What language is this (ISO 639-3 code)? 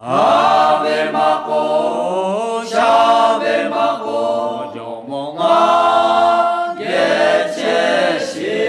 lhu